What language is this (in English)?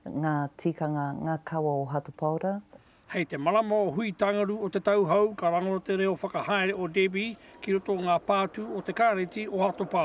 Māori